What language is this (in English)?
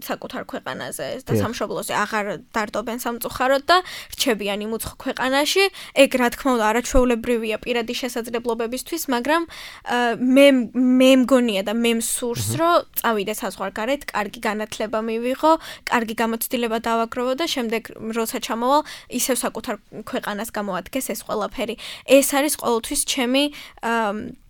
Georgian